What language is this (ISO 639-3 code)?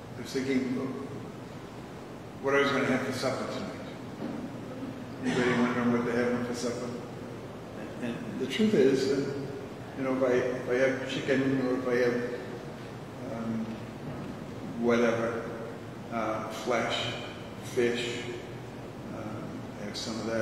eng